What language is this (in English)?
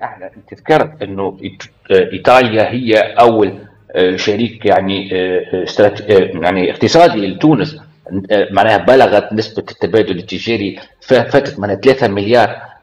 Tunisian Arabic